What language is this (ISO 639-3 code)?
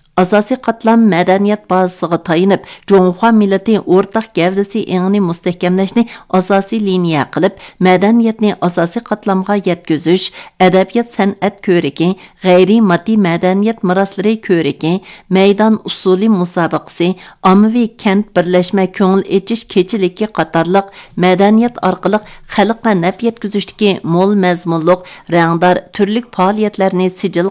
uig